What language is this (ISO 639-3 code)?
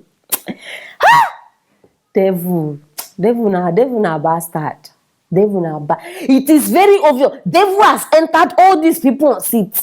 pcm